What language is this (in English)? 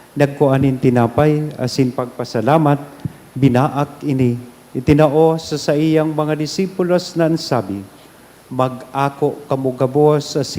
Bikol